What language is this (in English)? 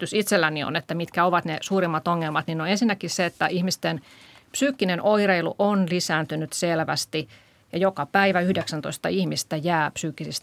Finnish